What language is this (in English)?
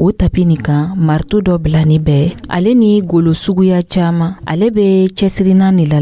Dyula